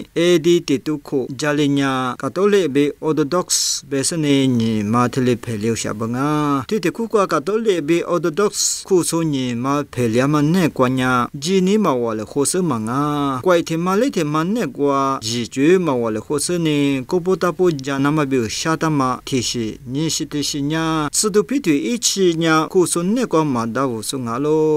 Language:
Lisu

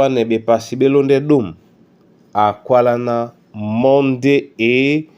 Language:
Duala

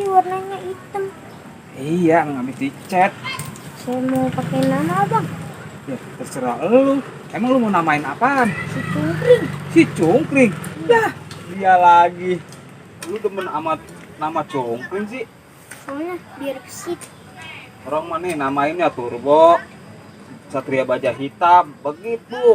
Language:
Betawi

